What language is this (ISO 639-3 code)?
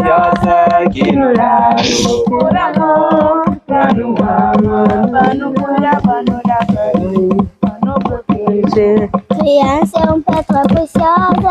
kea